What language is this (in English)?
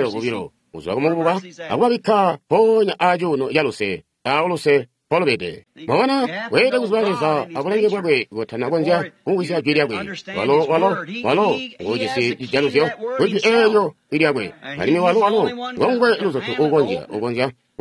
Tonga (Zambia)